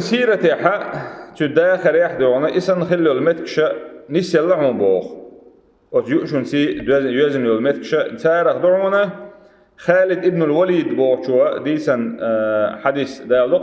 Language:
Chechen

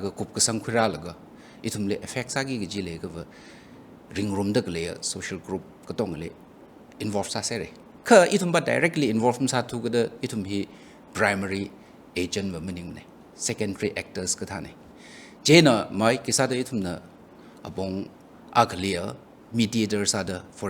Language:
Tangkhul Naga (India)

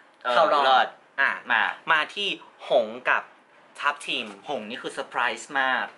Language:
Thai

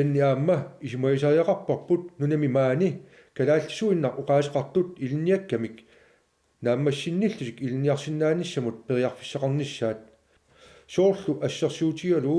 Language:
Kalaallisut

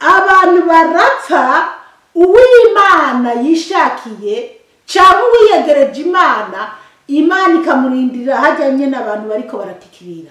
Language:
Rundi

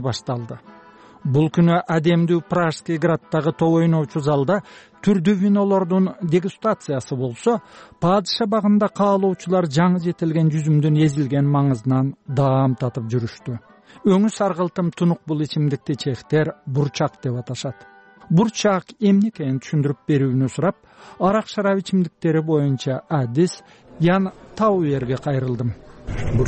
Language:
Kyrgyz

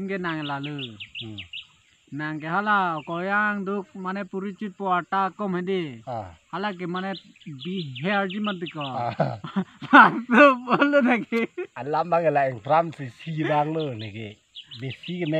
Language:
Karbi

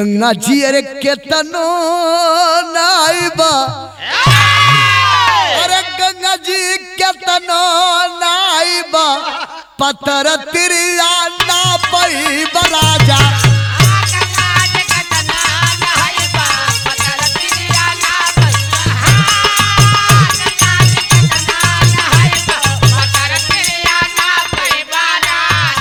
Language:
Bhojpuri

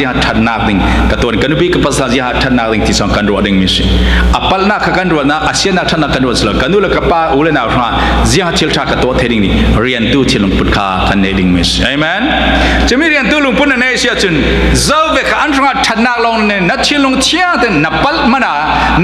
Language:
Falam Chin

